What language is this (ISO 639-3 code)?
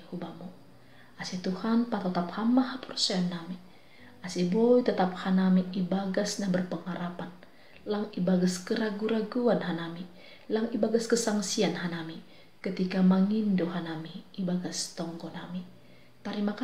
bts